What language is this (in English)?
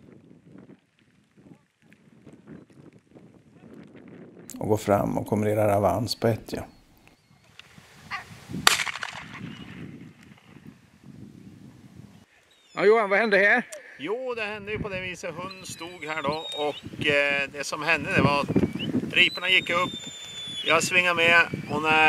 Swedish